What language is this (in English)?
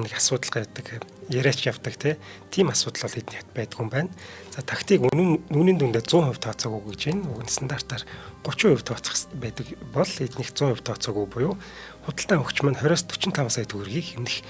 Mongolian